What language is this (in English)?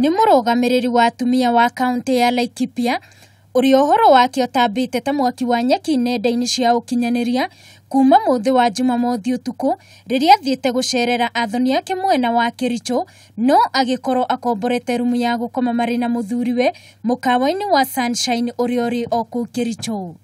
Kikuyu